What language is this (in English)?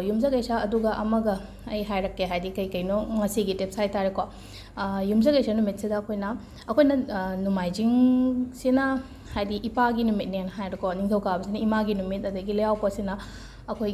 Manipuri